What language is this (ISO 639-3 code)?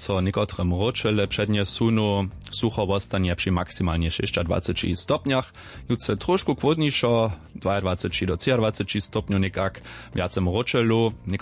hsb